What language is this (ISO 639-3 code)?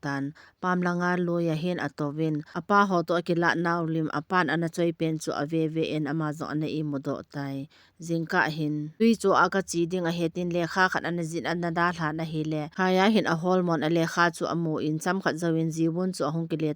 tcz